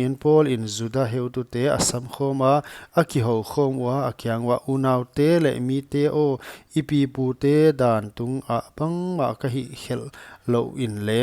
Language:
Paite Chin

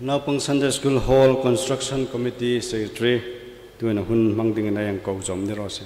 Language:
Hmar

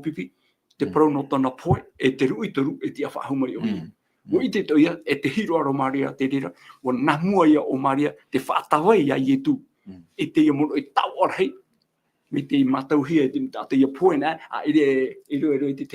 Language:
Tahitian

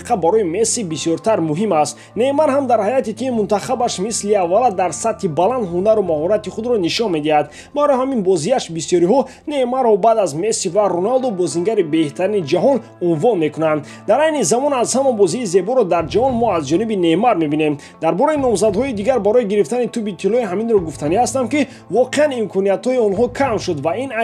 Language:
Tajik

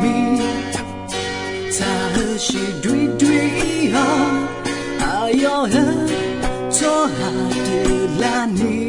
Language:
Akha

